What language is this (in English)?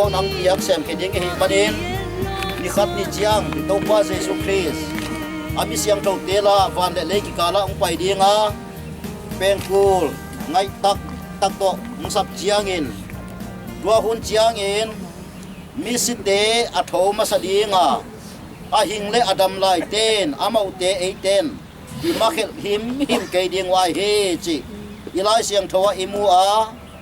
Paite Chin